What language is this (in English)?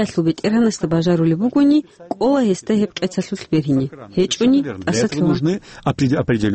Avaric